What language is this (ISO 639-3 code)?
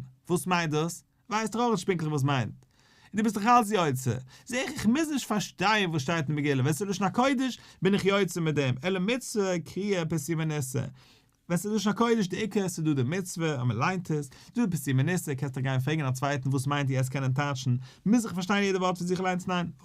yid